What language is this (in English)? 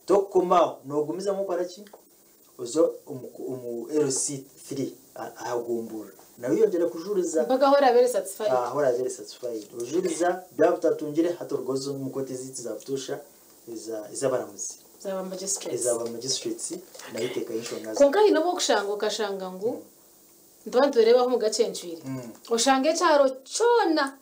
Kinyarwanda